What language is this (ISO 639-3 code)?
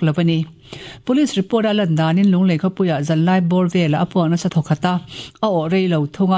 lus